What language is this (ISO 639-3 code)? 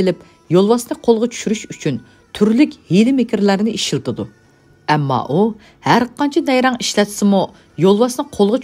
uig